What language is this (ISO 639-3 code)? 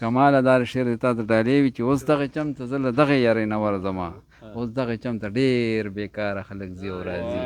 pus